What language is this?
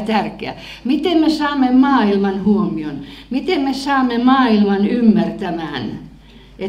Finnish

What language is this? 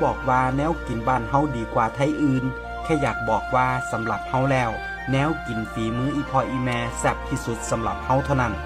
Northeastern Thai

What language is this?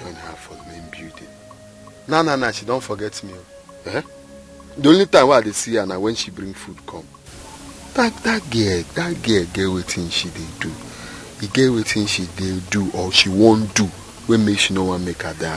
Nigerian Pidgin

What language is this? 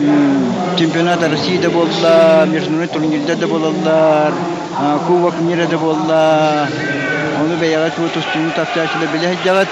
Yakut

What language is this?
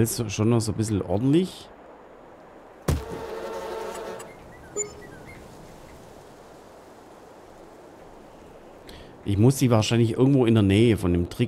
German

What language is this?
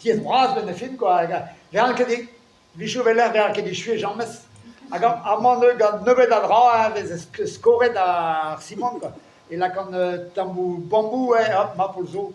Breton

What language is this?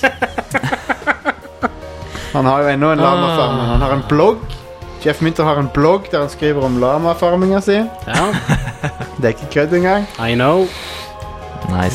Norwegian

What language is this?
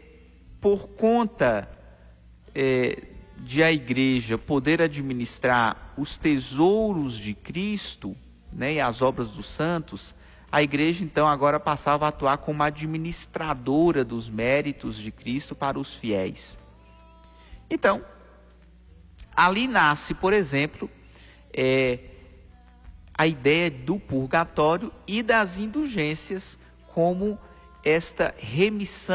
Portuguese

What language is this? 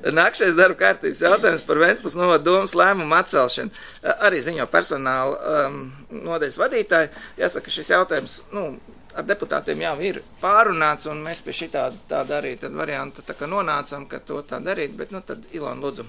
Latvian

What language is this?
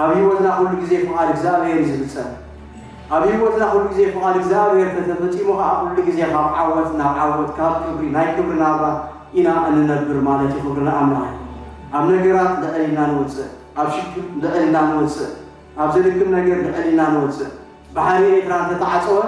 Tigrinya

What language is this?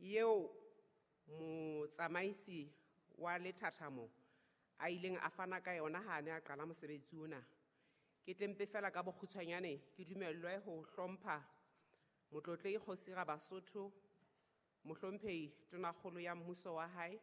Southern Sotho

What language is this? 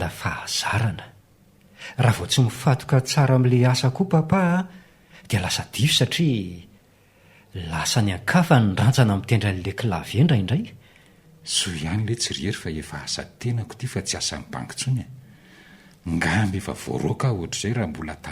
Malagasy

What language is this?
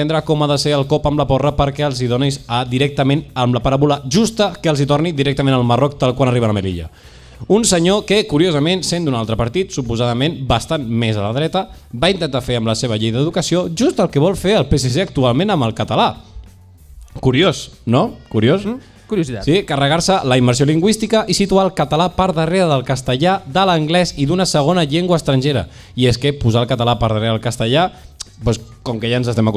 Catalan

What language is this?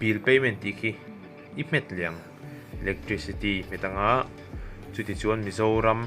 Mizo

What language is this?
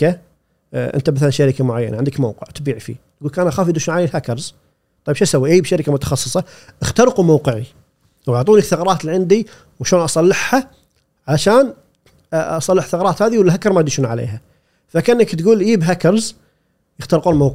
Gulf Arabic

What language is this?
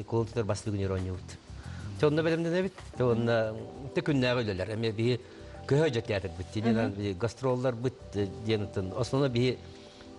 Yakut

